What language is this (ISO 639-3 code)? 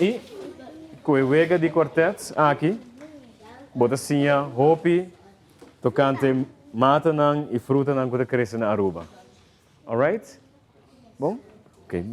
pap